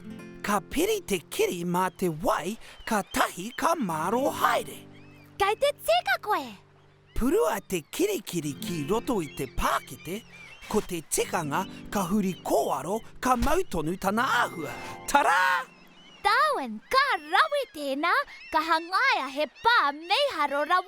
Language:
Māori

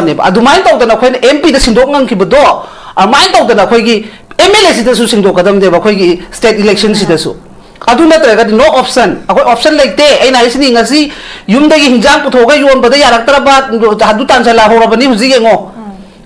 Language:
Manipuri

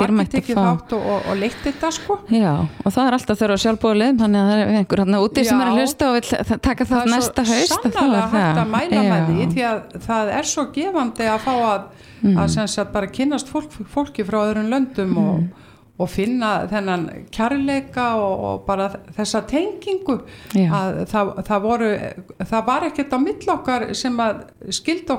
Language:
Icelandic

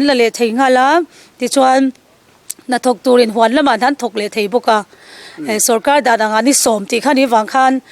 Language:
Mizo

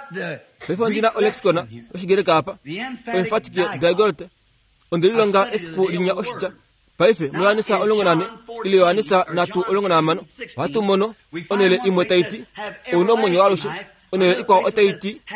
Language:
Kuanyama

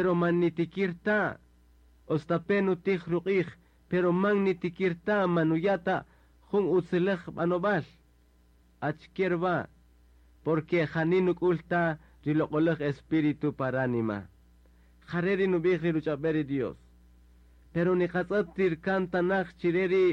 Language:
Kaqchikel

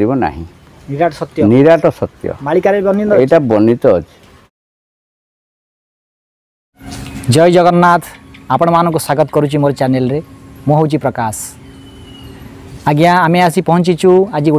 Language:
Odia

